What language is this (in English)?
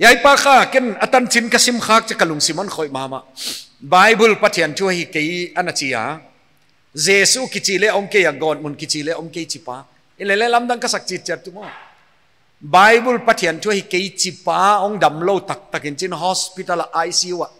Paite Chin